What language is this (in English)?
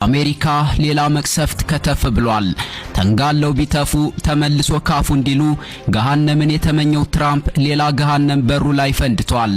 Amharic